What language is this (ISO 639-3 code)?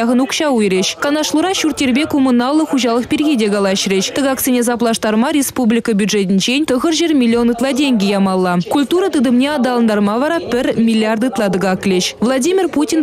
chv